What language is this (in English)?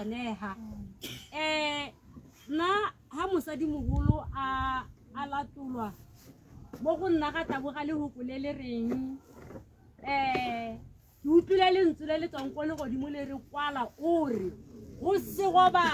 Tswana